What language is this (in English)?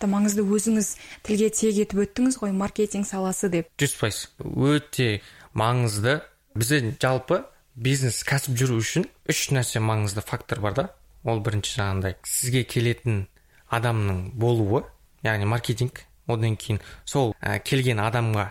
Kazakh